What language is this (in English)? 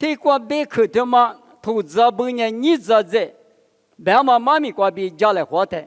Lisu